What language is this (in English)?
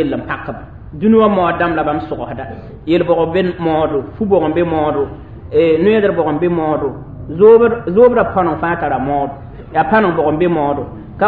Mossi